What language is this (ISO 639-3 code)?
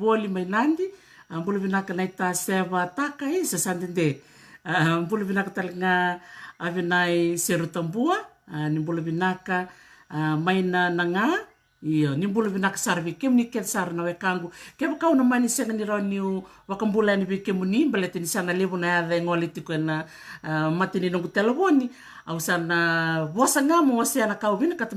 fij